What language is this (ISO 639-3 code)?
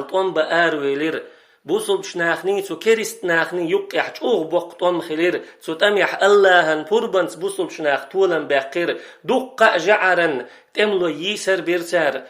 che